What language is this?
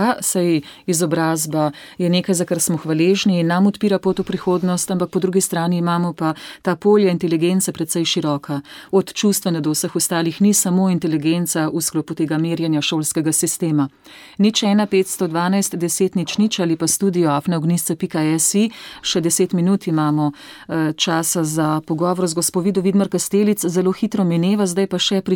Slovenian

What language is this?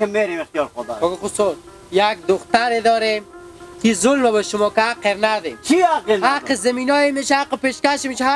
Hazaragi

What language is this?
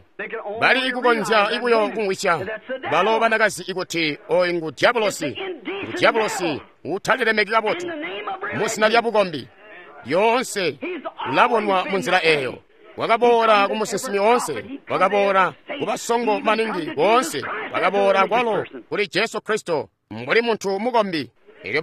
Tonga (Zambia)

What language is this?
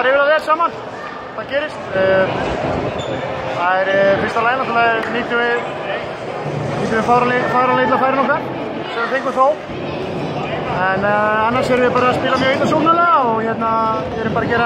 Icelandic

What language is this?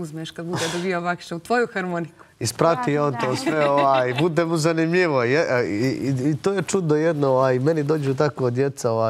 Bosnian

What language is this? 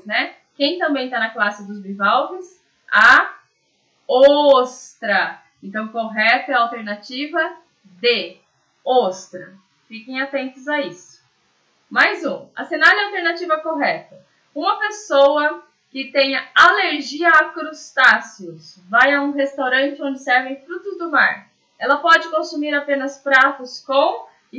Portuguese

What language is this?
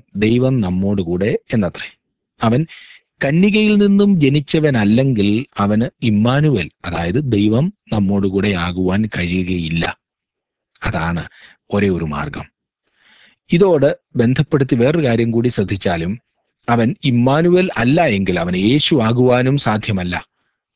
Malayalam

